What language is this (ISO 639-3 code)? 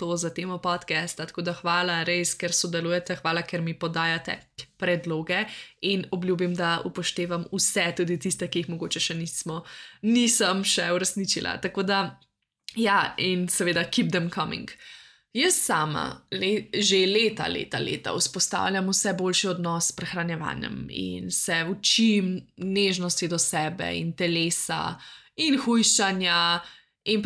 slv